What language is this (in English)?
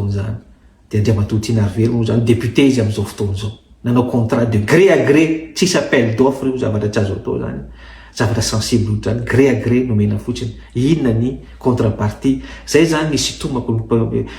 Malagasy